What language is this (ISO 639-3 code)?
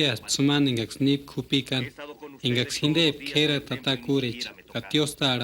tsz